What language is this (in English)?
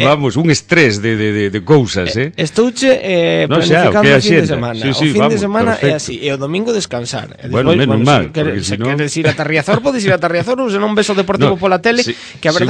Galician